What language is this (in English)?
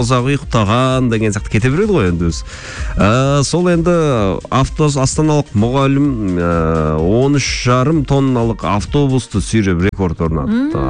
Kazakh